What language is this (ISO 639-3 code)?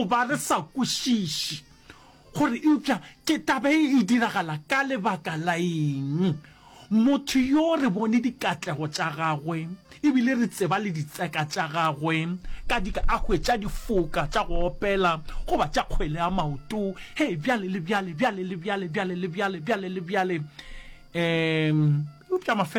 nso